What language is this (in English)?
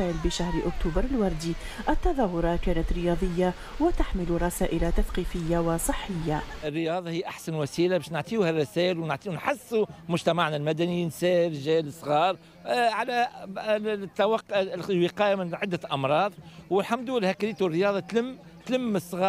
Tunisian Arabic